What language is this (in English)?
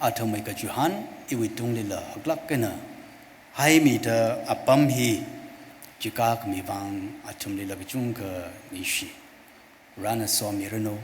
Tangkhul Naga (India)